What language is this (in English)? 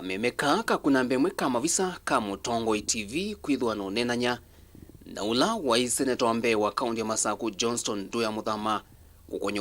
Kamba